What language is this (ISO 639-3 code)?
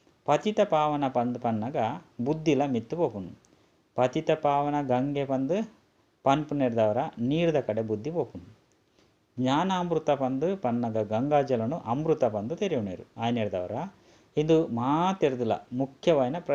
tcy